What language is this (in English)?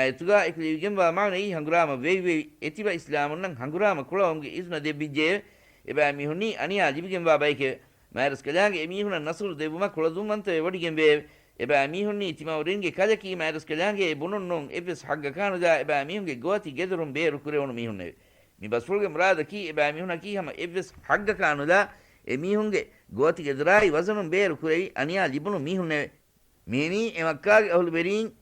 Divehi